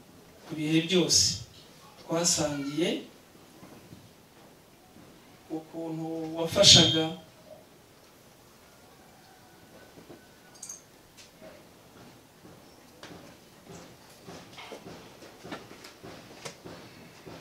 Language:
Kinyarwanda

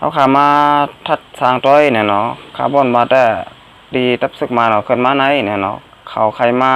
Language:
Shan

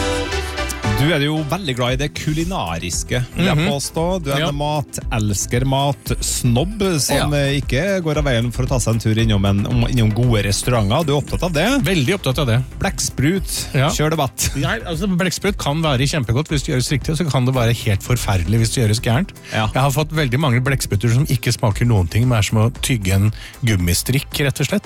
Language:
Norwegian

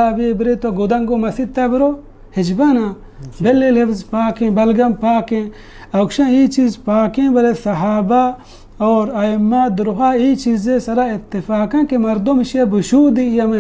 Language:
Baluchi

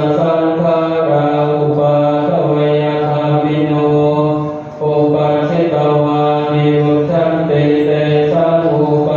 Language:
Pali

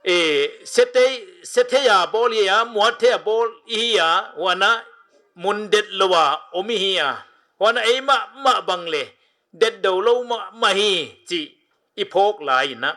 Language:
Paite Chin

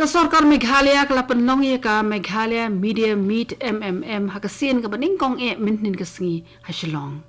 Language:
Khasi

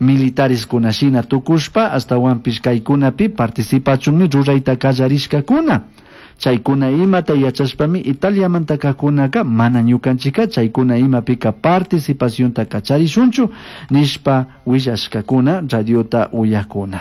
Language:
Chimborazo Highland Quichua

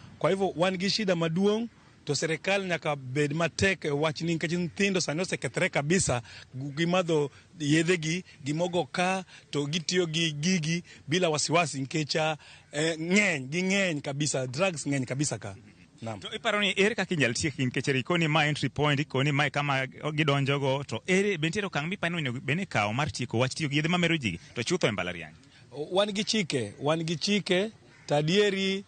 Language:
Luo (Kenya and Tanzania)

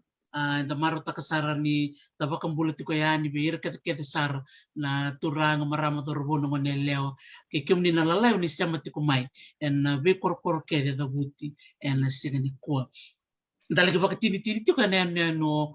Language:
Fijian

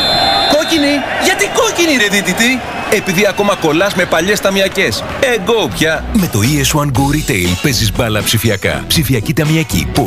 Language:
Greek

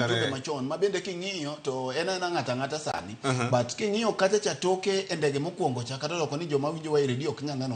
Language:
Luo (Kenya and Tanzania)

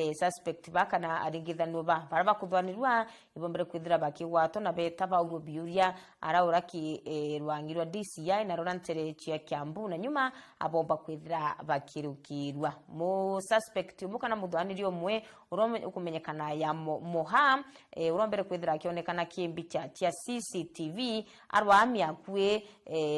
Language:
Meru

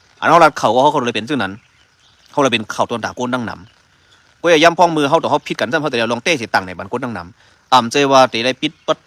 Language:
Shan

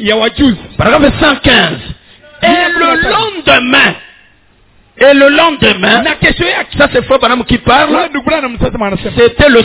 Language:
Swahili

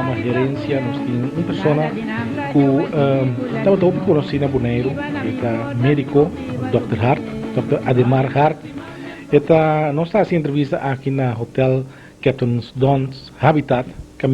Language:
Papiamento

